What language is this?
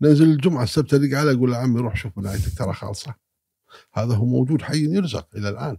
Gulf Arabic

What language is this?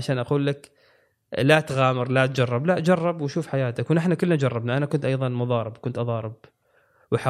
Gulf Arabic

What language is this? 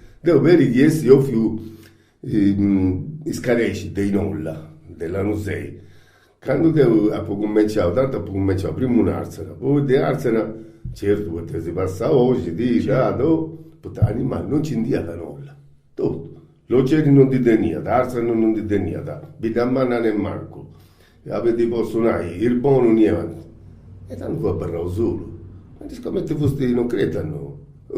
Sardinian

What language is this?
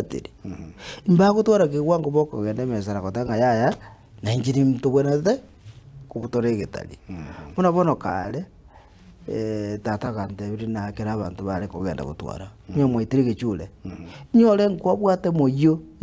Gusii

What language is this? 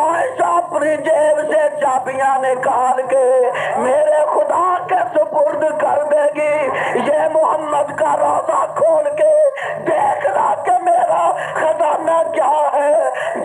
Urdu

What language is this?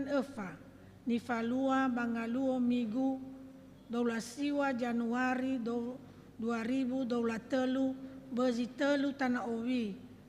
Nias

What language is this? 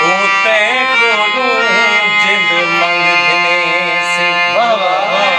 Saraiki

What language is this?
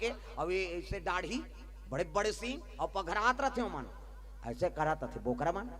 Chhattisgarhi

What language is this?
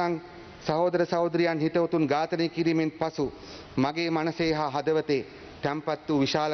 Sinhala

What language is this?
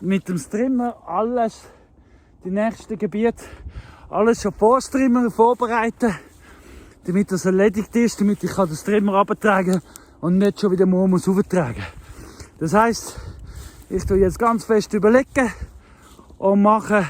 Swiss German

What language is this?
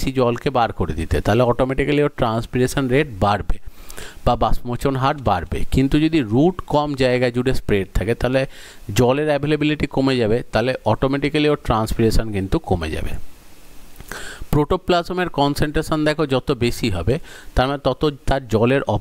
Bangla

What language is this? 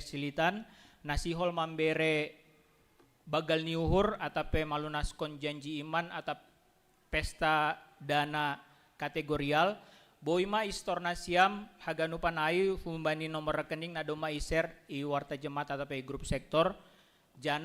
Batak Simalungun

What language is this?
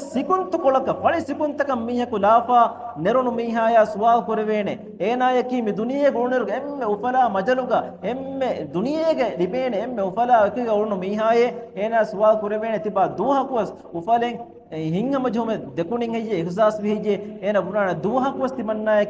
Divehi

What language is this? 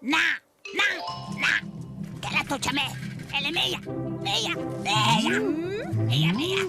Romansh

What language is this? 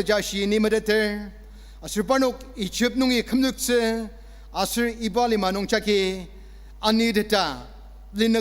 Ao Naga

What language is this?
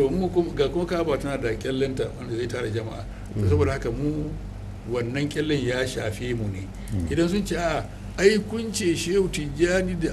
Hausa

